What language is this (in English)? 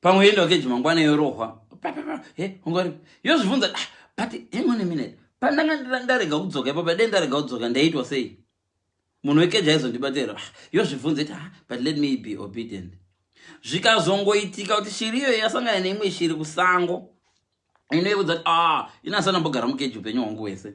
Shona